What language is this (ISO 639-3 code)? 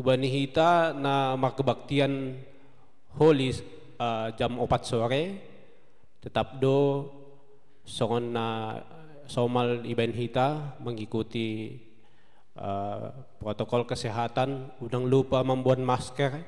bts